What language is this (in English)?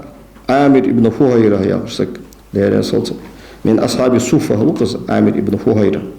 Ingush